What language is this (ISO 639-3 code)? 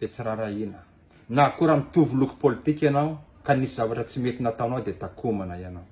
mlg